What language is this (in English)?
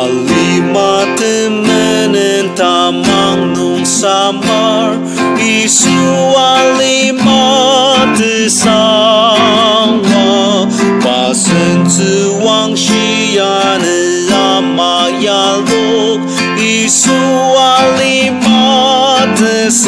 Ao Naga